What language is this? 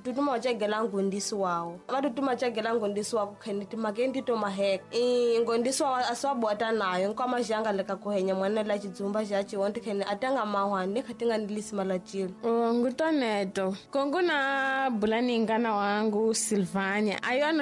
Tsonga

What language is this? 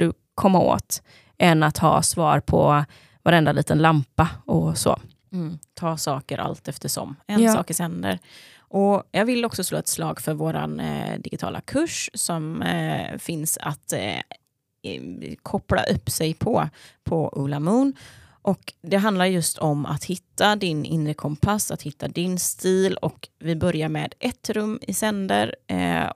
Swedish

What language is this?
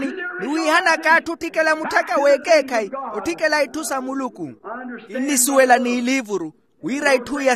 Makhuwa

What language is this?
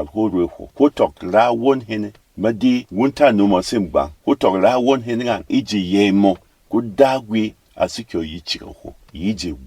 Berom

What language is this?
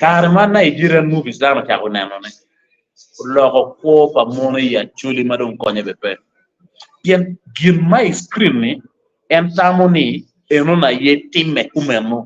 Acoli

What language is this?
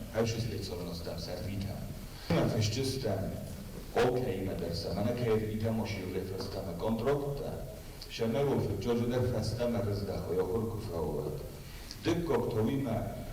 Ossetic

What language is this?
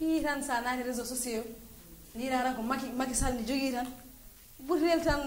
Fula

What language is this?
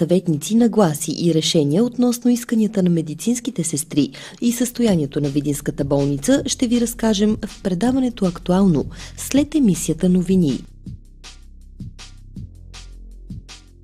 Bulgarian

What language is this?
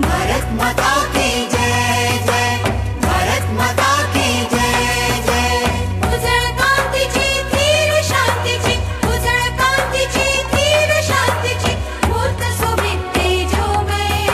Konkani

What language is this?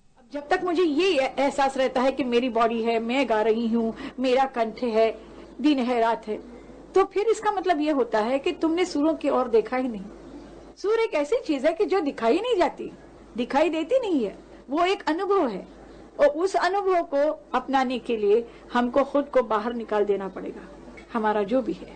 Hindi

